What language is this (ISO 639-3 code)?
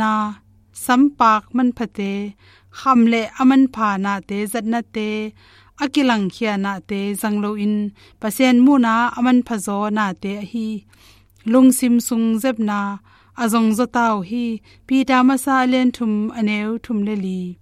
ctd